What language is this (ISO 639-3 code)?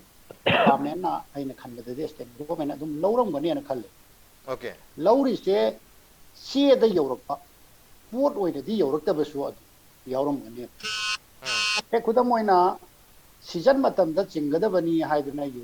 mni